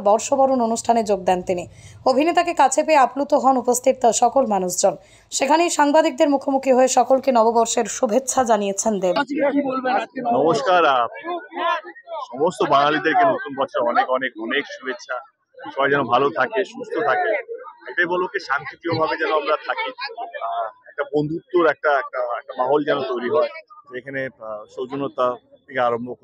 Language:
Bangla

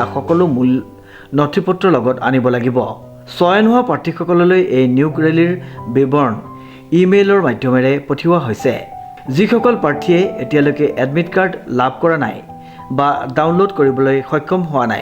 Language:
Assamese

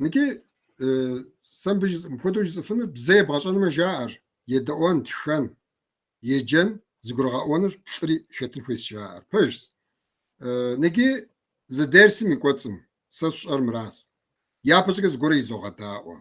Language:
Kabardian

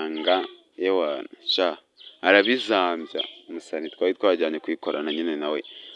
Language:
Kinyarwanda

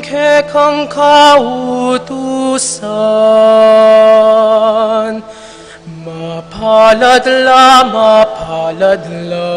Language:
Pampanga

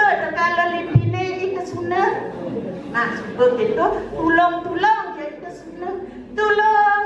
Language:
Balinese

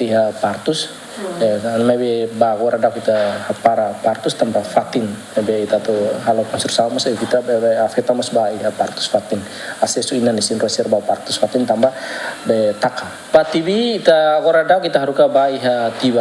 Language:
Tetum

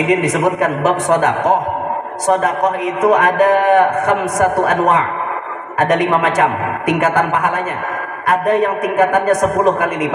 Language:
Banjar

